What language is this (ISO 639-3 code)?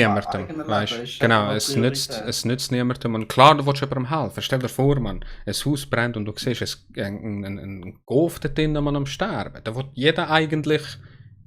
gsw